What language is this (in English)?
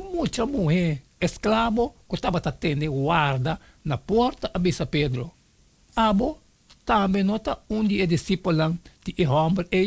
Papiamento